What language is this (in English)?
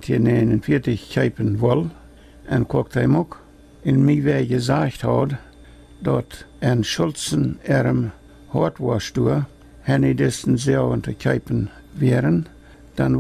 Plautdietsch